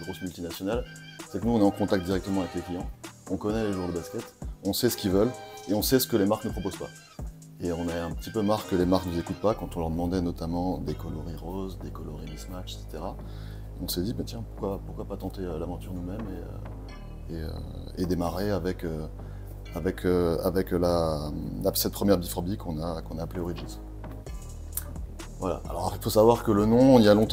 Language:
French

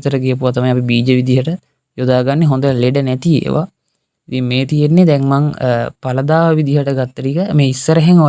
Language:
Sinhala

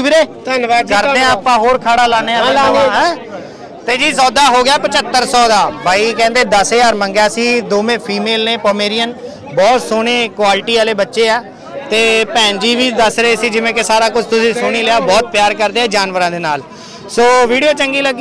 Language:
Punjabi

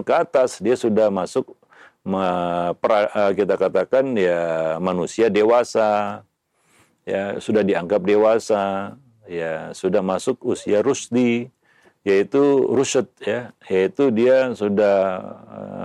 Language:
Indonesian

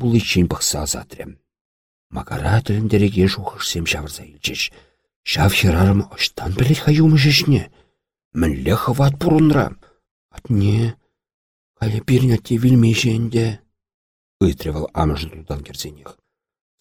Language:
Chuvash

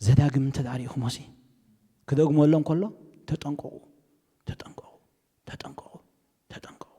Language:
Tigrinya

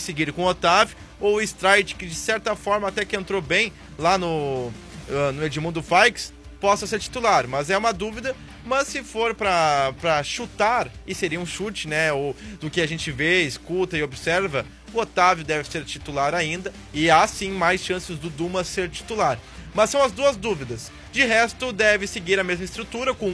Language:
Portuguese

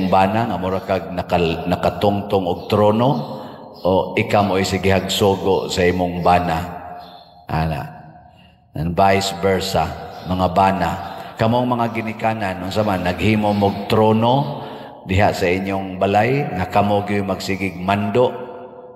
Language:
Cebuano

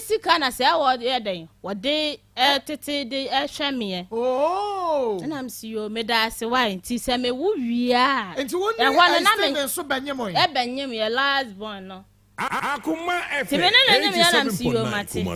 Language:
Akan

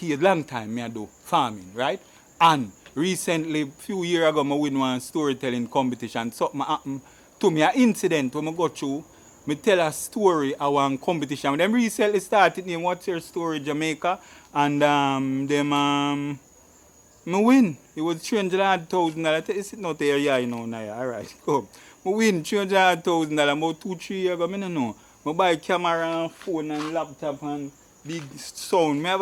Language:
Jamaican Creole English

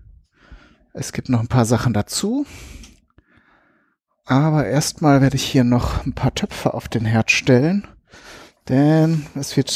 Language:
German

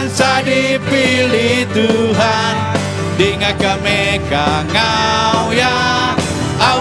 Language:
Iban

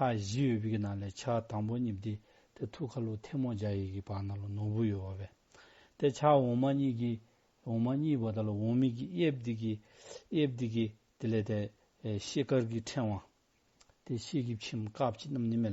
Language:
Dzongkha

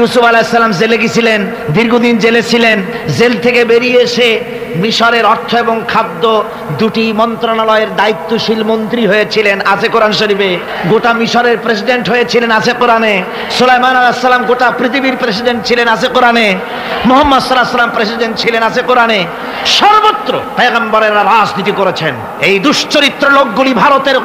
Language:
Bangla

